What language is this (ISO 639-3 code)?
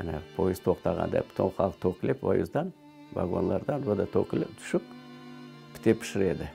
crh